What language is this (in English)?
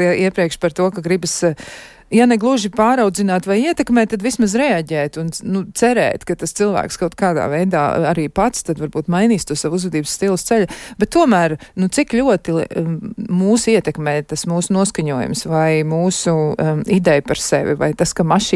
Latvian